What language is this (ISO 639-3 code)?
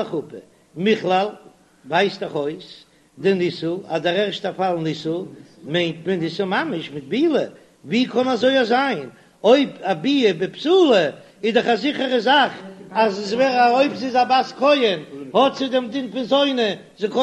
yid